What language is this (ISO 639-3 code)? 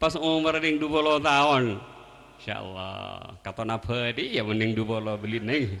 mad